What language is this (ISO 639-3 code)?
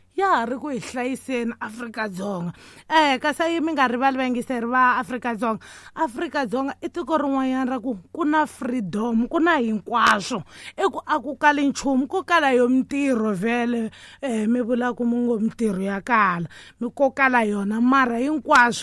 tso